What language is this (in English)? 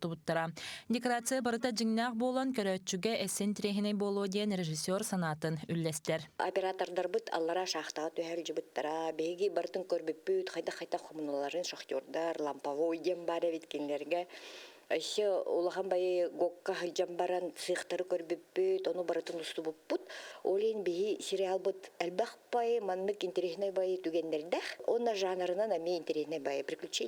Yakut